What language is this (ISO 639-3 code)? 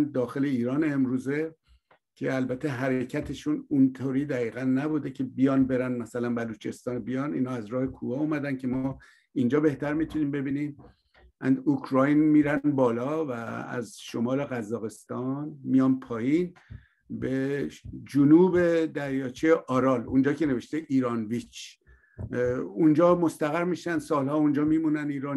fas